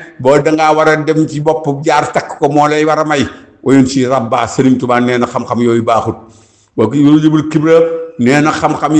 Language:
Wolof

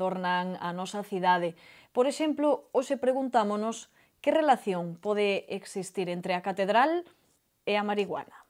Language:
Galician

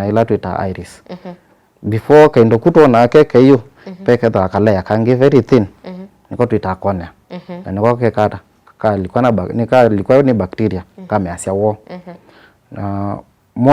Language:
Kamba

